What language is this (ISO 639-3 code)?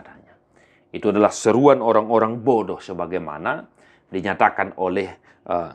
bbc